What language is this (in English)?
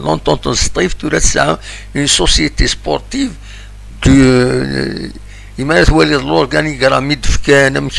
Kabyle